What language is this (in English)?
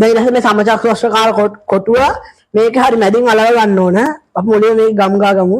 Sinhala